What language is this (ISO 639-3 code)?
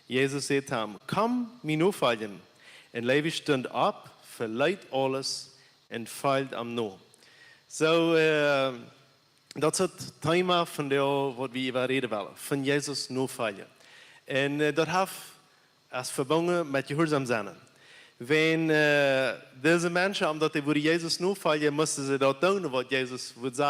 pdt